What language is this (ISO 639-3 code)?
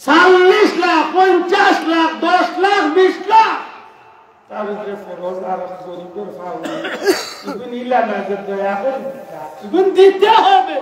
syl